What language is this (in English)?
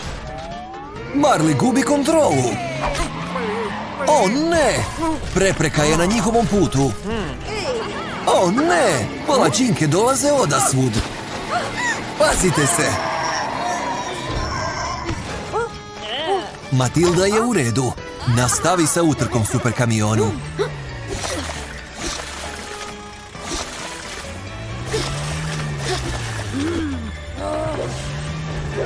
Croatian